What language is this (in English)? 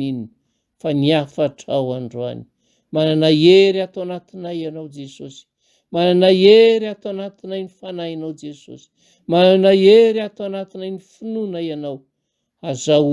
Malagasy